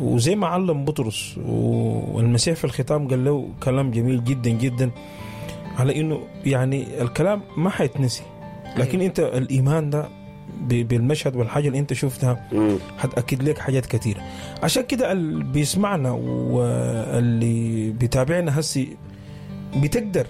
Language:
Sudanese Arabic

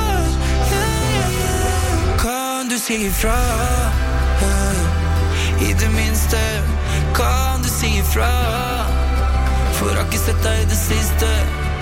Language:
Norwegian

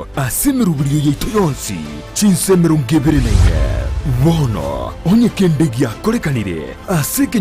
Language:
Gusii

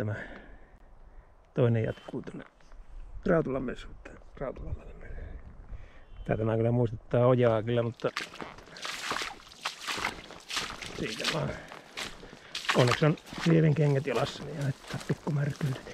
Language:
Finnish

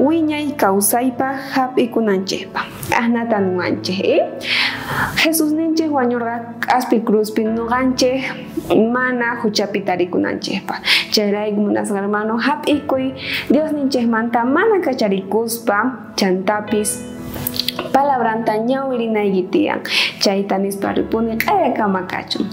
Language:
South Bolivian Quechua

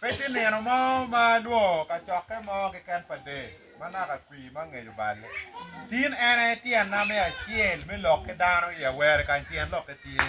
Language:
Acoli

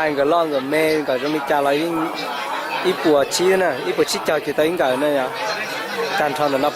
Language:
Hmong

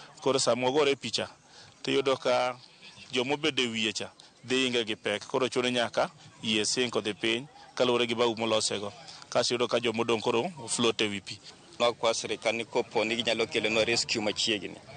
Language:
Luo (Kenya and Tanzania)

